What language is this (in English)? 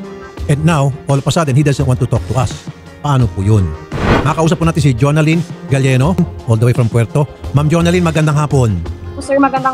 Filipino